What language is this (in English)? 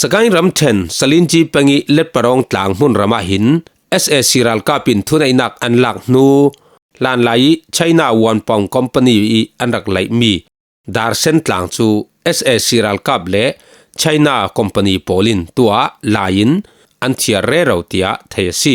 Falam Chin